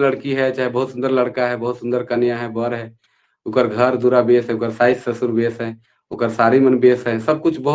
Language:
Sadri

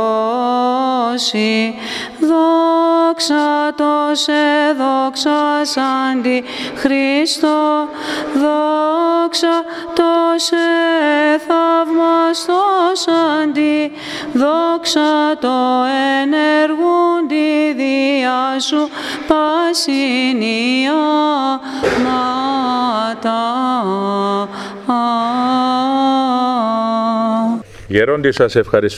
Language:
Greek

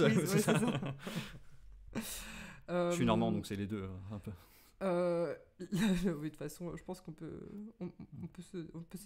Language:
French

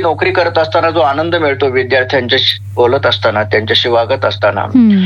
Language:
Marathi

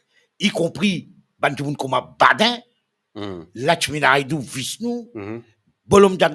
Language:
Morisyen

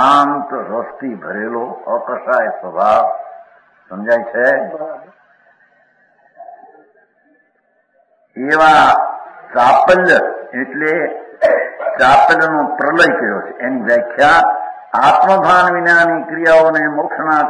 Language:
Gujarati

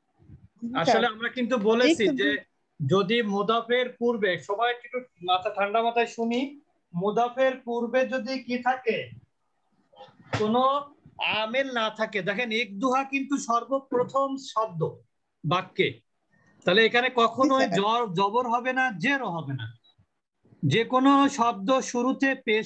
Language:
Bangla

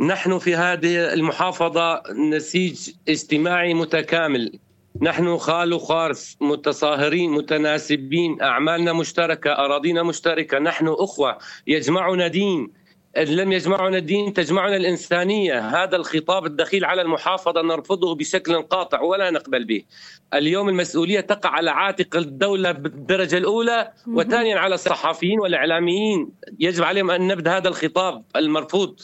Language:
North Levantine Arabic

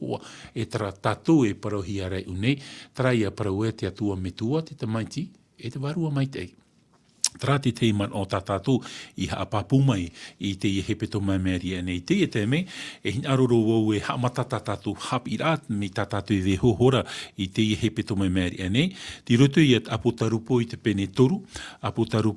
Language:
Tahitian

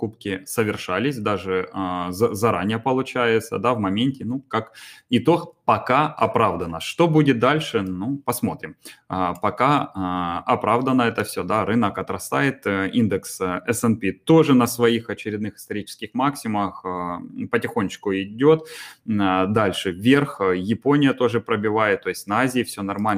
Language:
Russian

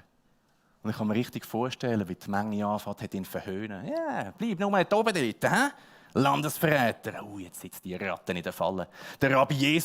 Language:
Swiss German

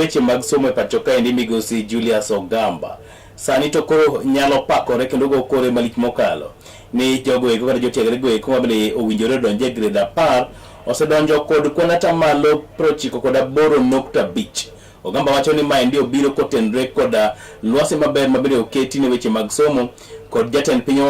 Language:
Luo (Kenya and Tanzania)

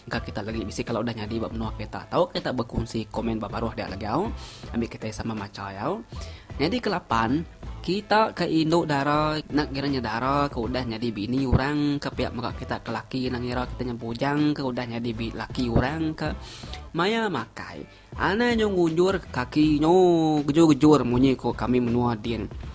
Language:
Iban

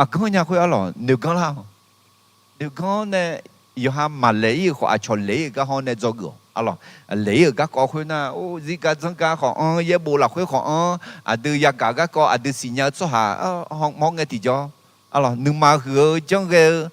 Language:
Akha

